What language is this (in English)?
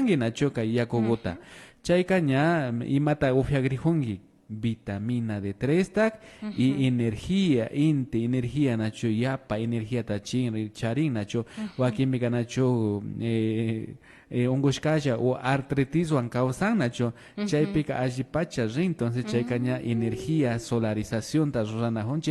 Imbabura Highland Quichua